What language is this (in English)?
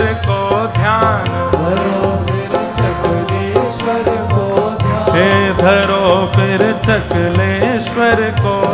Hindi